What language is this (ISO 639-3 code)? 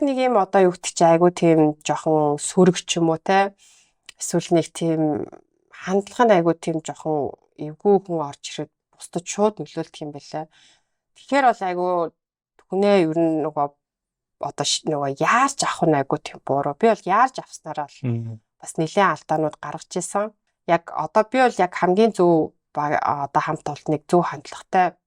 mon